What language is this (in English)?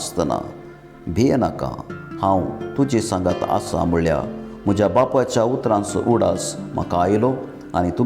Konkani